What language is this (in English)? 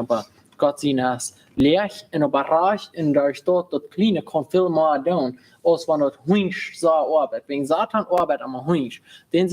Plautdietsch